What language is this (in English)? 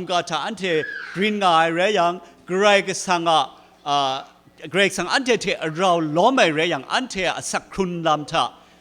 Kachin